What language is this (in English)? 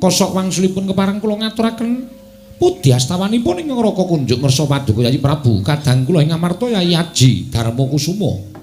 Javanese